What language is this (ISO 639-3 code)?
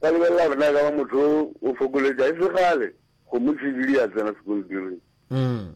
nso